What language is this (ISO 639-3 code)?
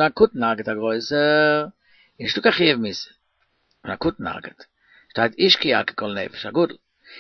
yid